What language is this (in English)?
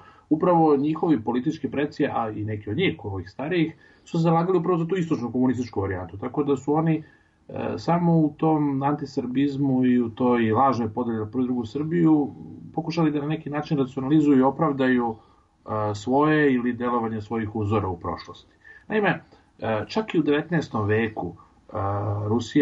Serbian